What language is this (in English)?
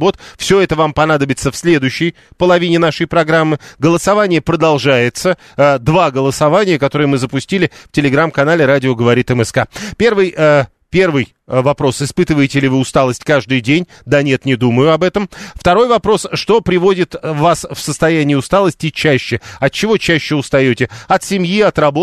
Russian